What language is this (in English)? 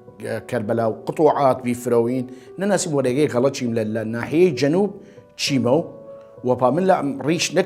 Southern Kurdish